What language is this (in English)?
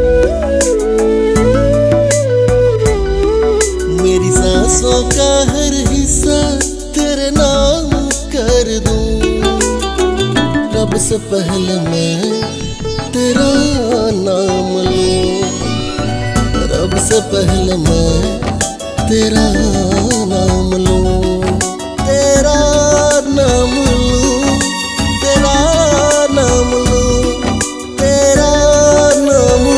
Hindi